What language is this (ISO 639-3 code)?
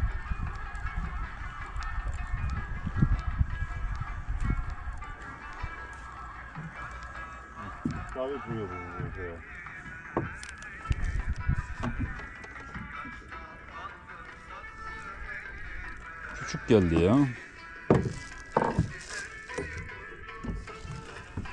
tur